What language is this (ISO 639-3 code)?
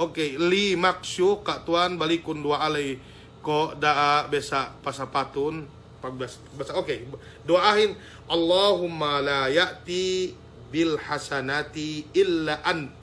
yka